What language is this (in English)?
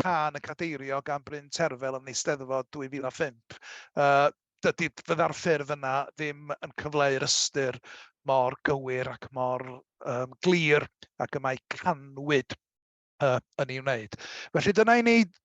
Welsh